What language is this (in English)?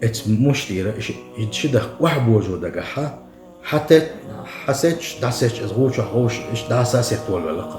Chechen